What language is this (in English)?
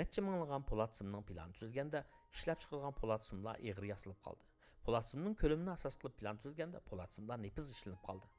Uyghur